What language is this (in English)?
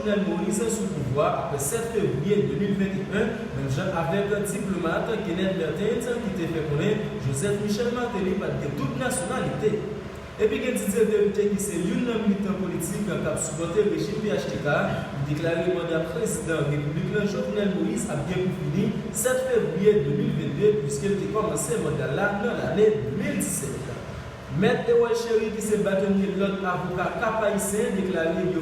Haitian Creole